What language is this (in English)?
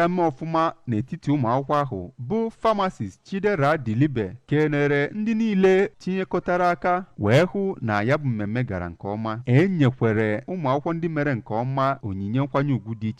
Igbo